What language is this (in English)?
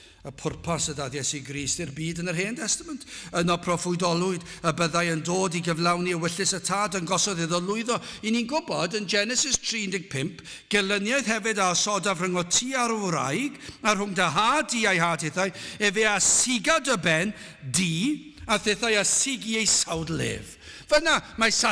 Welsh